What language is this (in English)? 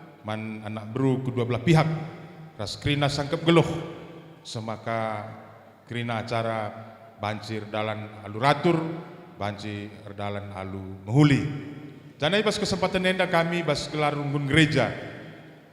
Batak Karo